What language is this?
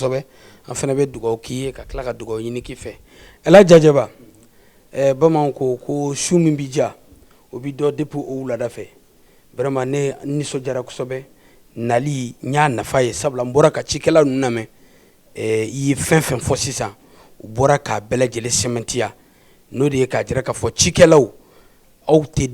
Bambara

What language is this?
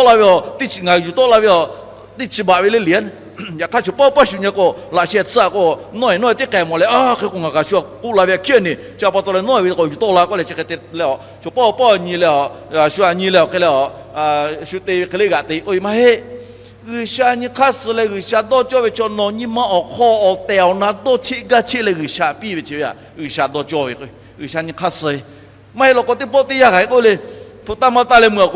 Lahu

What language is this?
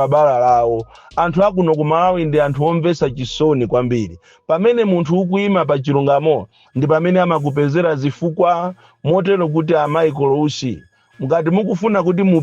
Nyanja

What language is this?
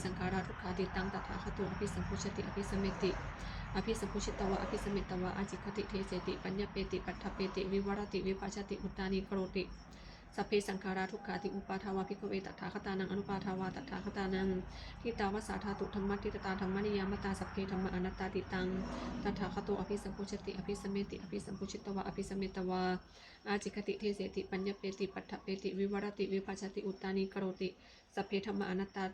Pali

